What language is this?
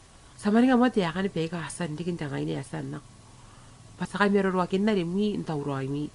Gilbertese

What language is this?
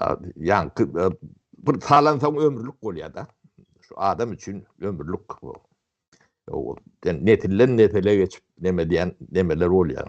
Turkmen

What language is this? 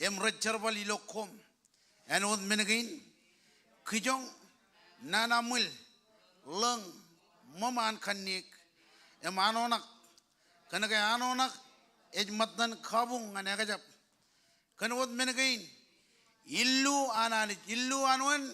Marshallese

